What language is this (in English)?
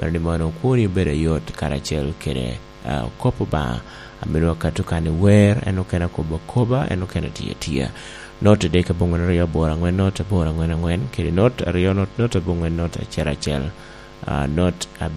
Lango (Uganda)